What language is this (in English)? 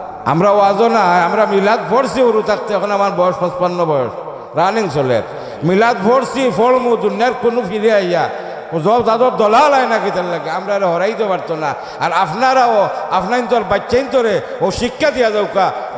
Sylheti